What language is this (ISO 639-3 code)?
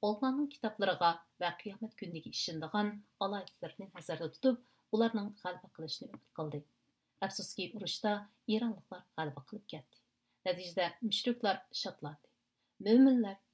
uig